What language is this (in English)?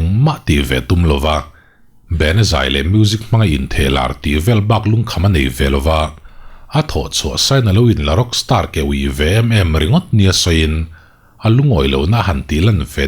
Mizo